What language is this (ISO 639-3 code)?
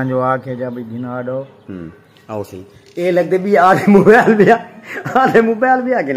skr